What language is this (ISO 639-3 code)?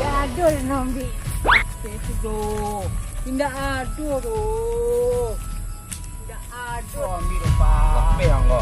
min